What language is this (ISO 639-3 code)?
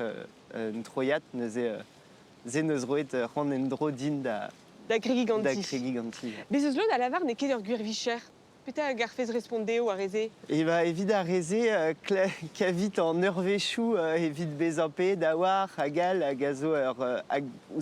bre